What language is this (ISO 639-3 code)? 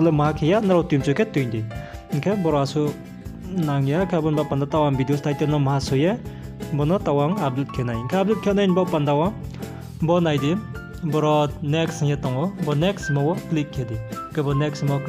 ria